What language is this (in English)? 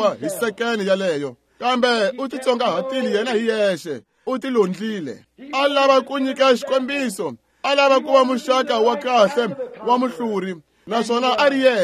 Tsonga